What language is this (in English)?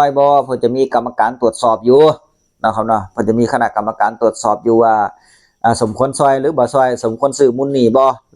Northeastern Thai